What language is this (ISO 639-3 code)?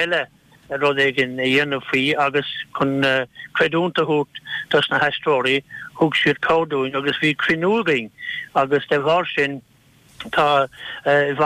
gle